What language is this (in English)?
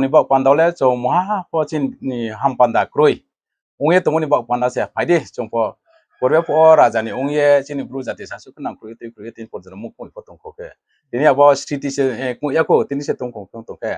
Riang (India)